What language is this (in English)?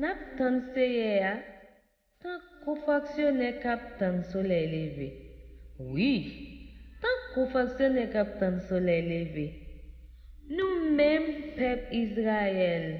Haitian Creole